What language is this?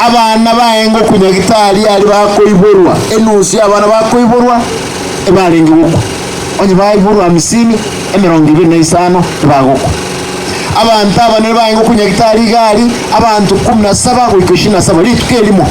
Gusii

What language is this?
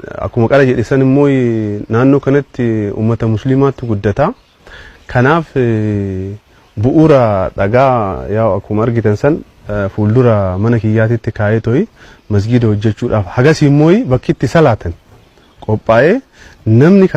Oromo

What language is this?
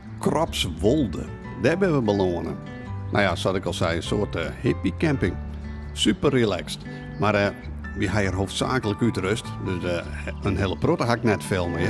Western Frisian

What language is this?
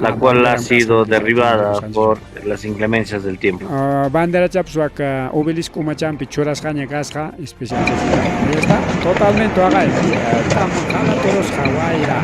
Ayacucho Quechua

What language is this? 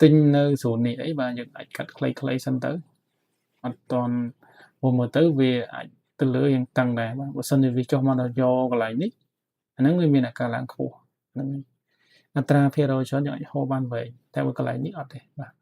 Khmer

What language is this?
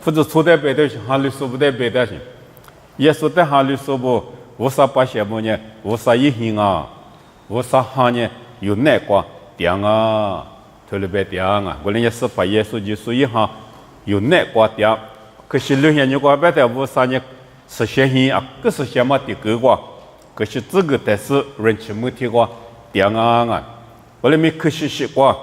Lisu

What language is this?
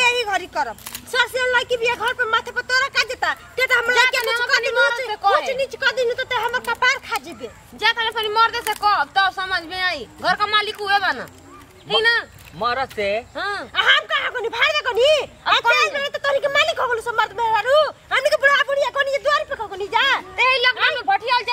Bhojpuri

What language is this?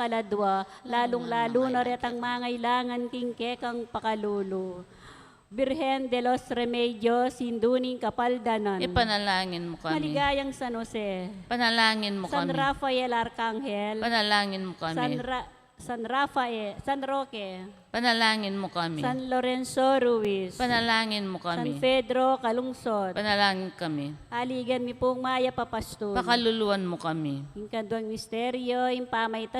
Pampanga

